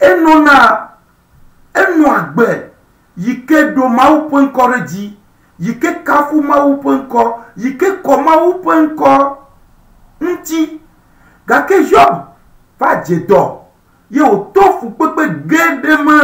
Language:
Ewe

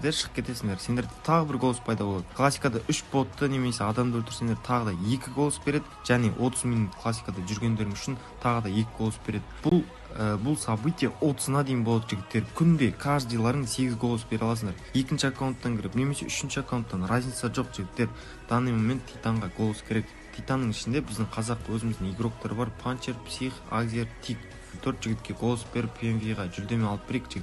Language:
Kara-Kalpak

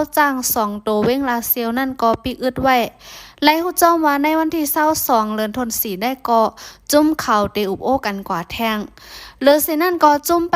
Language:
Shan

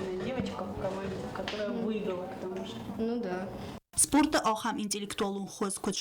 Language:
Ossetic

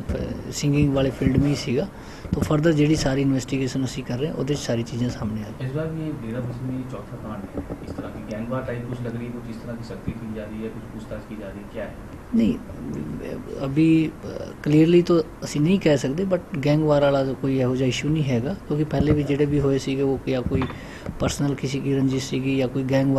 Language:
Punjabi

